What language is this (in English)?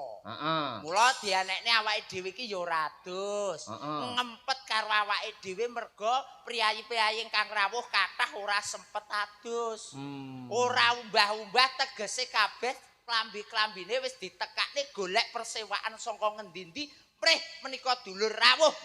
Javanese